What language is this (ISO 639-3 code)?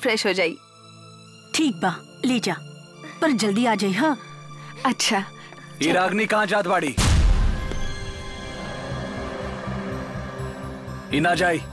bho